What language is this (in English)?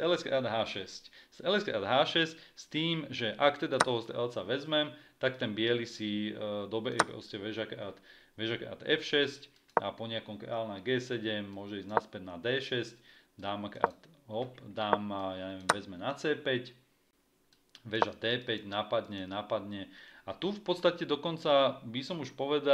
Slovak